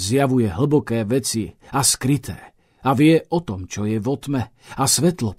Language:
Slovak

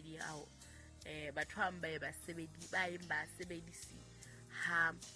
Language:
Southern Sotho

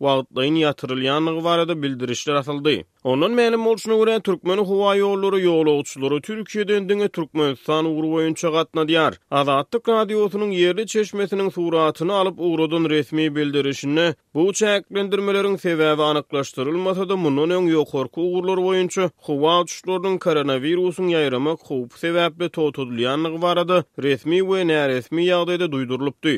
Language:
Turkmen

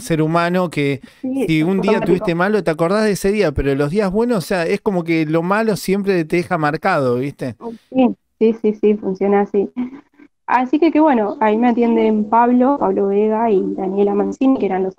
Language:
Spanish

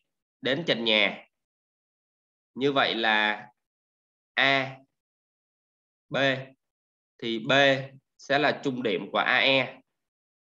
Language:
Vietnamese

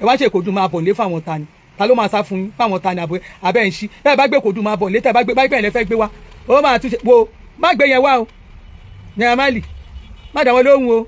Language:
Yoruba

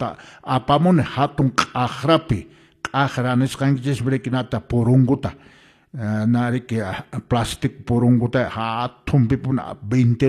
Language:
Quechua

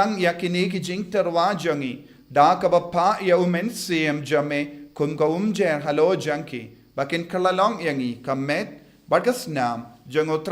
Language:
Khasi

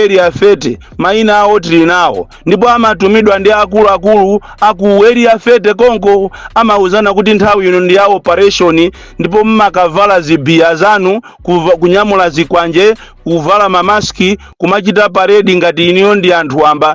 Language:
Nyanja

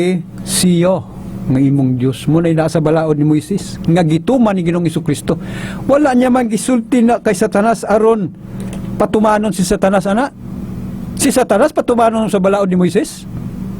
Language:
Cebuano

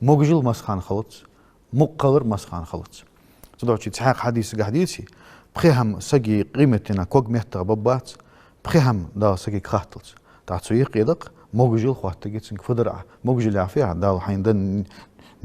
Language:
Ingush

